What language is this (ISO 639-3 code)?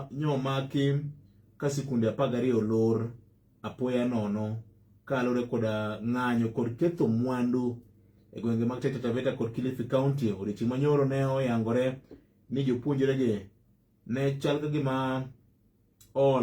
luo